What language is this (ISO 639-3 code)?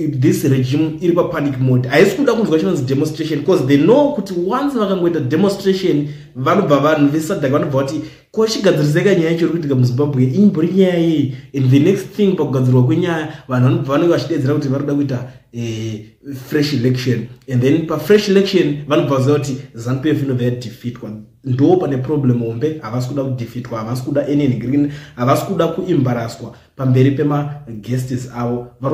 sna